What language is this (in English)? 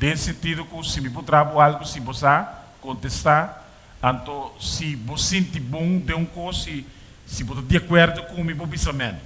Papiamento